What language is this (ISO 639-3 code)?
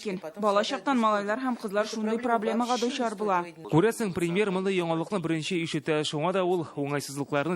tat